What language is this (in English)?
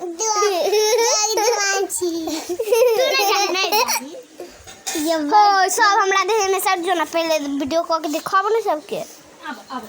Maithili